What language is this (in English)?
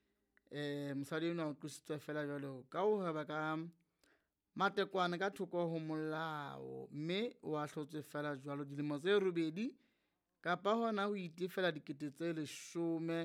Southern Sotho